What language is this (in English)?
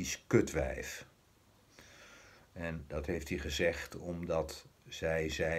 Dutch